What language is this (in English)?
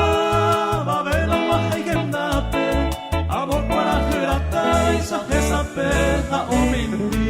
Guarani